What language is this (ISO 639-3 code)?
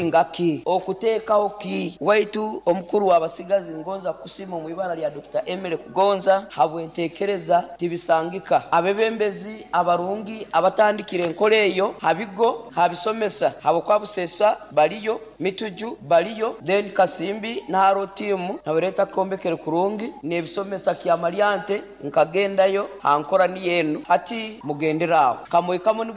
nyo